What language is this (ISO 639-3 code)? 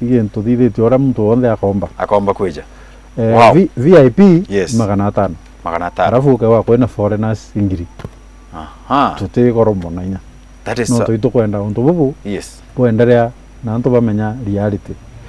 mer